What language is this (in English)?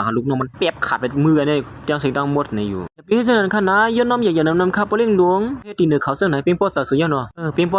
Shan